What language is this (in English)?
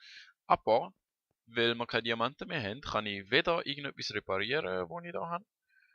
Swiss German